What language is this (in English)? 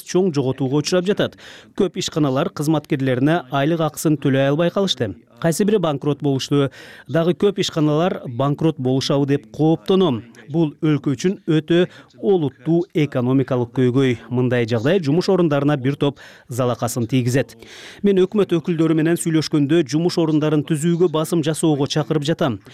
Kyrgyz